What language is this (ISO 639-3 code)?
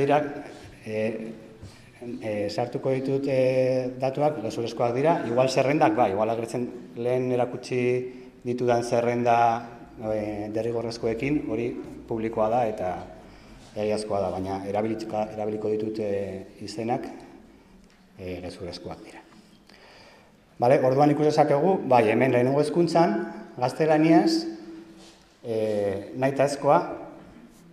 eus